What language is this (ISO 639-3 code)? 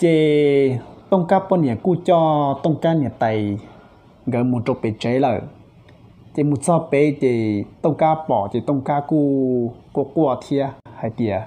hmn